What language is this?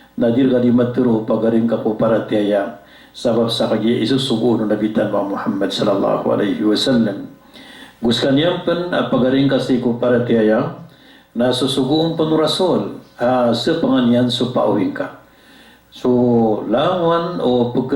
Maranao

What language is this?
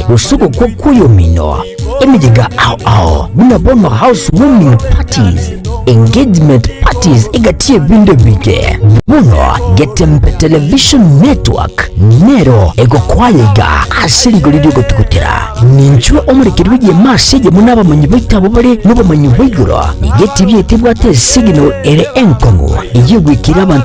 Gusii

